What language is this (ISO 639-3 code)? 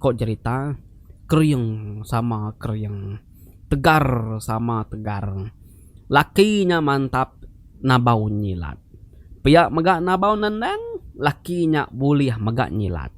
iba